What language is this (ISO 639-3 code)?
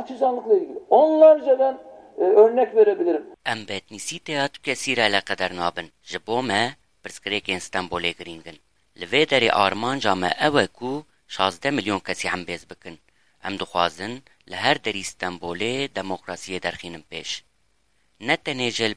kur